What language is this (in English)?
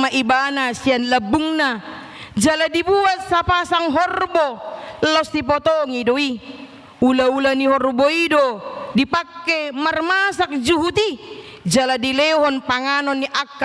Batak Toba